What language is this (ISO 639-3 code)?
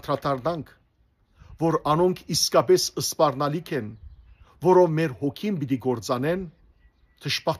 hyw